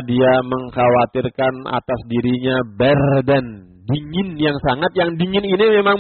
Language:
Indonesian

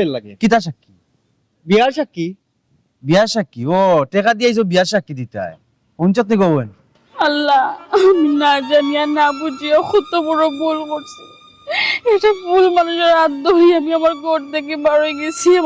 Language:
Sylheti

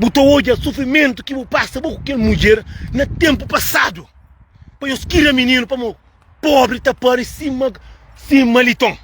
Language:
Kabuverdianu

